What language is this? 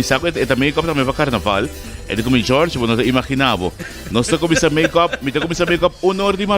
Papiamento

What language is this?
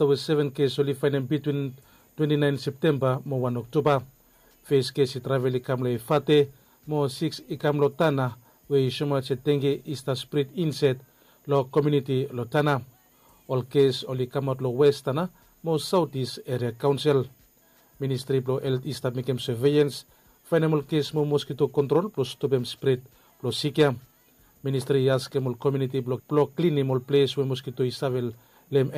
Bislama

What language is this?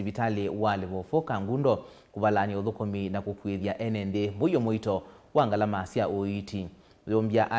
Kamba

